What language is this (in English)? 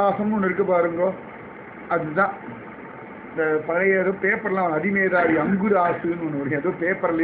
Tamil